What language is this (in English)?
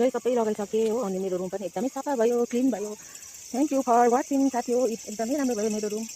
Nepali